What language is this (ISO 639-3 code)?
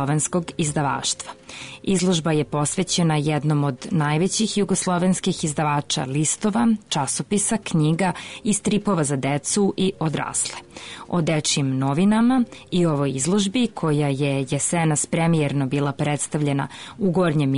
srp